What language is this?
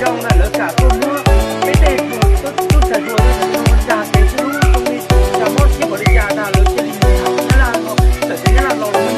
Hmong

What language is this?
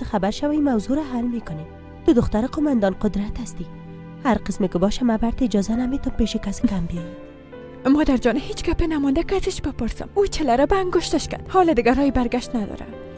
Persian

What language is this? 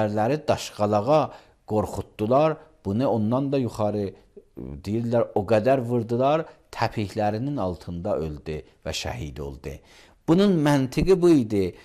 Azerbaijani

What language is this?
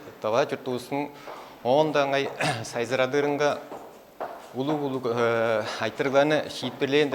Tuvinian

